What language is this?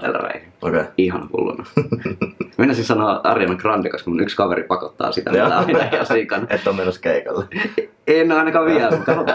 Finnish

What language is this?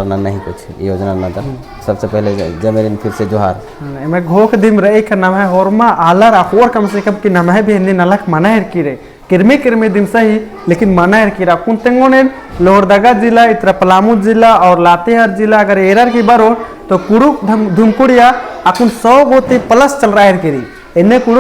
Kurukh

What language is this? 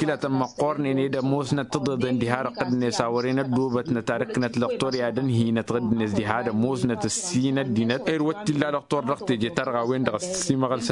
Tamasheq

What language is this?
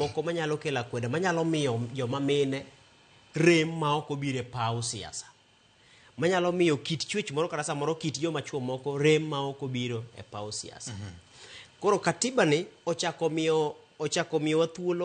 Luo (Kenya and Tanzania)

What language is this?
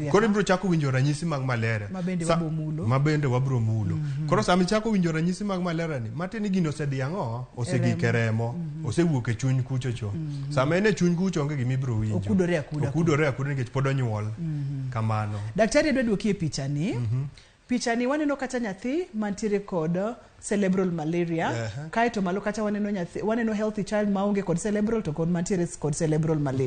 Luo (Kenya and Tanzania)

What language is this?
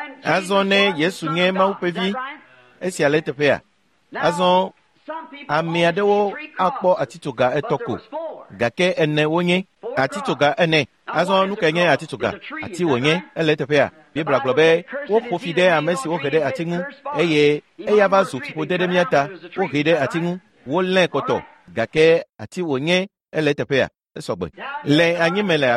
Ewe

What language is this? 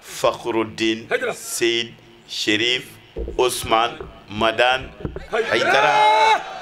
Bambara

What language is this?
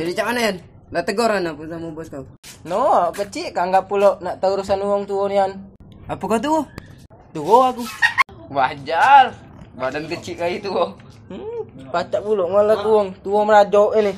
Musi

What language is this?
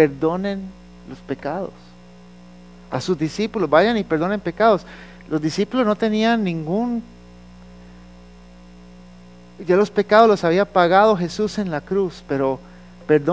Spanish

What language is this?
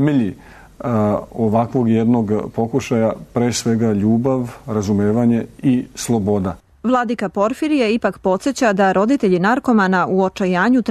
Serbian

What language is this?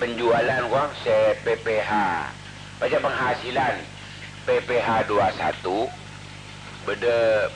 Madurese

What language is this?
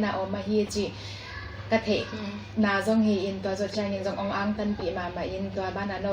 Tedim Chin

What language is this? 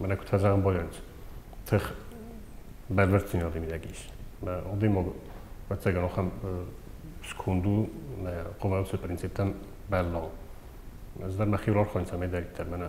Ossetic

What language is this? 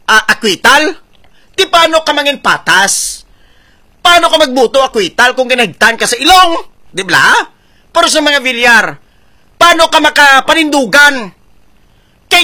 Hiligaynon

